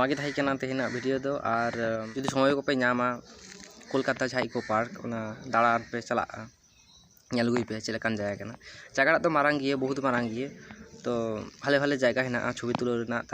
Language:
Santali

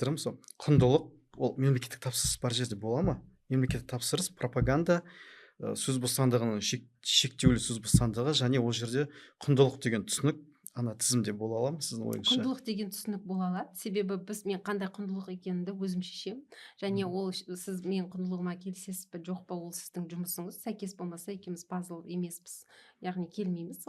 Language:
Kazakh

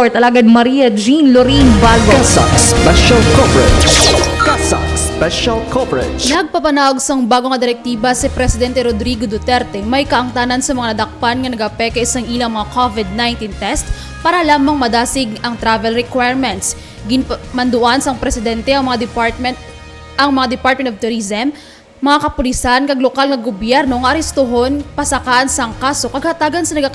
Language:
Hiligaynon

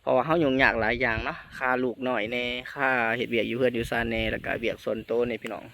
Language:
Lao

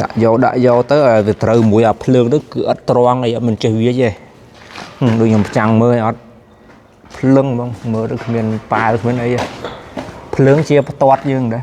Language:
Khmer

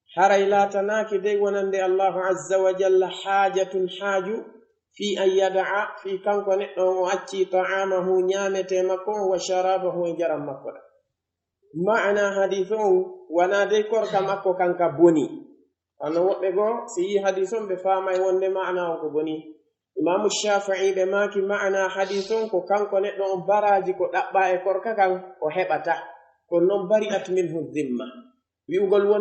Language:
Pular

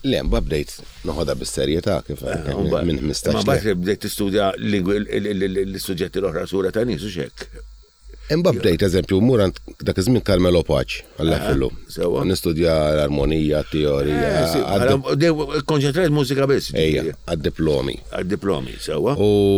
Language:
Maltese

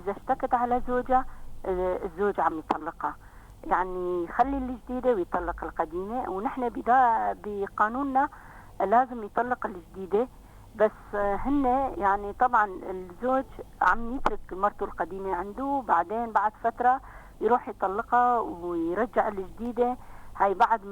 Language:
North Levantine Arabic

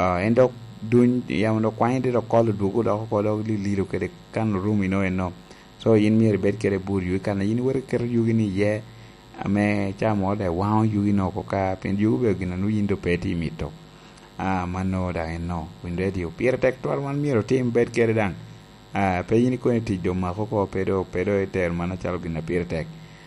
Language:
Lango (Uganda)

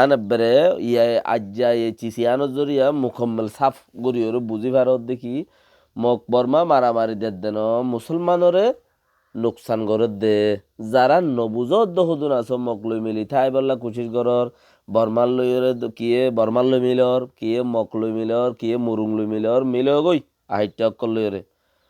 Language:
Rohingya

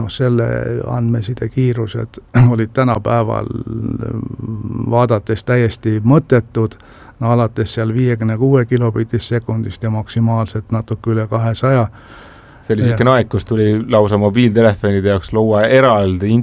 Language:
Estonian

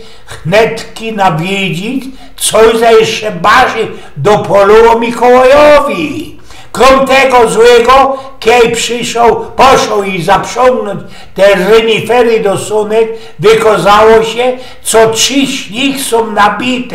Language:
Silesian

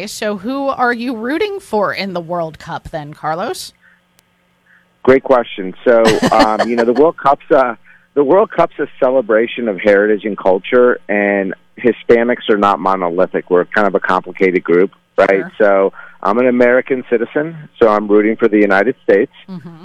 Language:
English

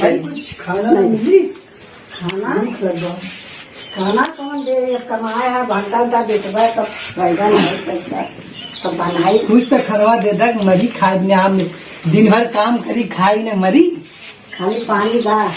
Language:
Awadhi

